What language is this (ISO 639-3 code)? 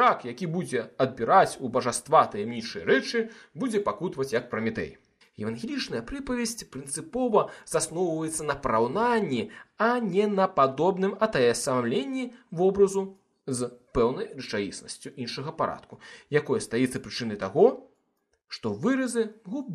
bel